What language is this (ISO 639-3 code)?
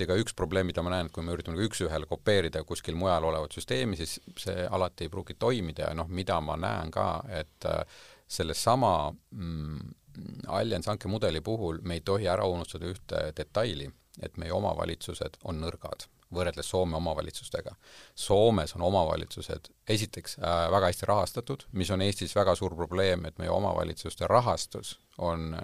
est